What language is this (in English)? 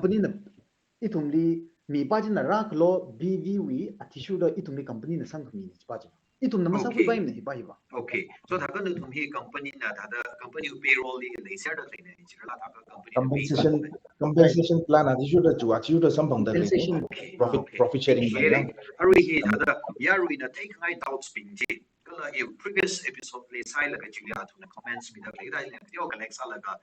Tangkhul Naga (India)